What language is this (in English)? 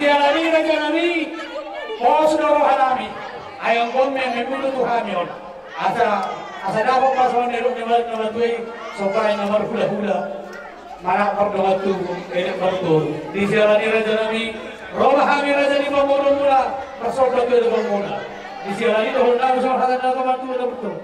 Batak Toba